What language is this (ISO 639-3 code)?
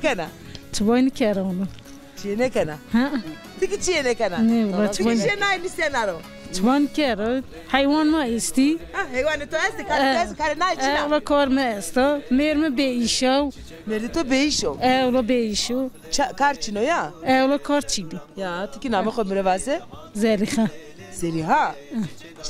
zza